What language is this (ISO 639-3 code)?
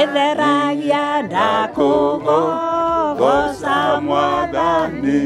kik